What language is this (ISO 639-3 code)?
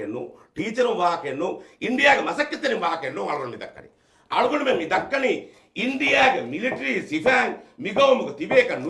div